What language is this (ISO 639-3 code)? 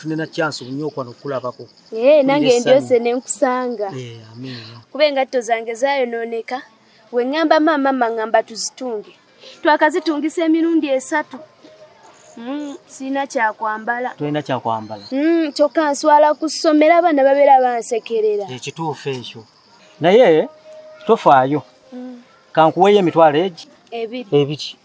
lug